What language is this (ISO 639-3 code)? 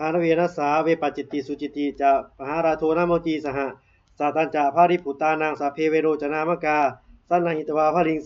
pli